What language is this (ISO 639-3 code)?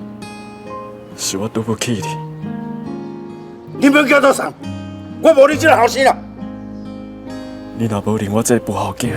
nan